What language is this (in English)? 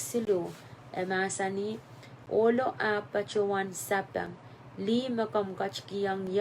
Pohnpeian